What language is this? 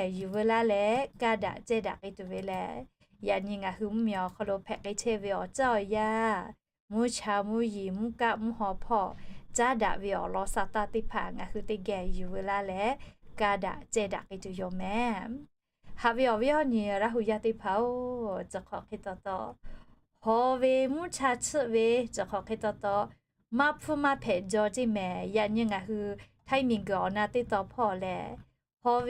Lahu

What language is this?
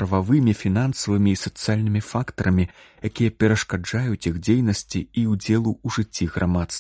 Belarusian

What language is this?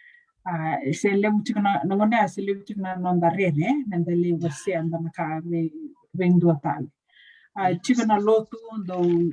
Fijian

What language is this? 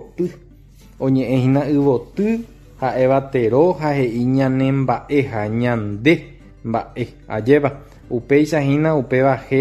Guarani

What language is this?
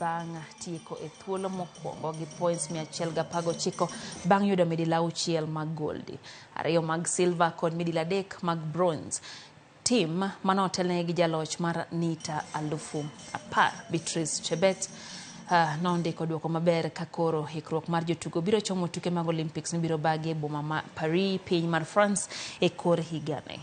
Luo (Kenya and Tanzania)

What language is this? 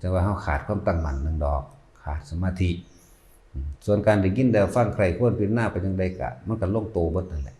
Northeastern Thai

